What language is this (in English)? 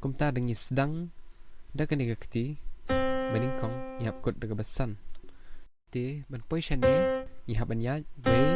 Khasi